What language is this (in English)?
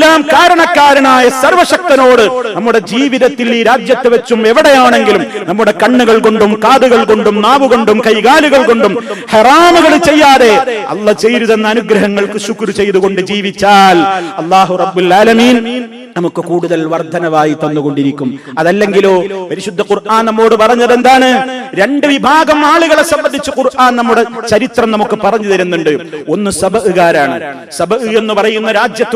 Malayalam